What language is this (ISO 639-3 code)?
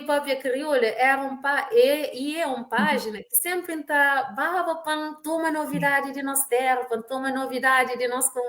kea